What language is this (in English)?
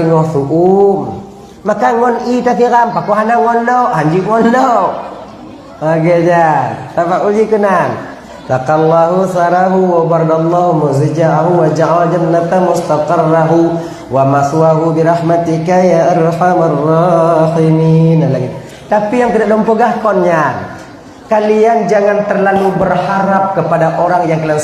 Achinese